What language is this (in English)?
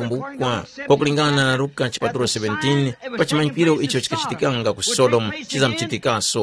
Tumbuka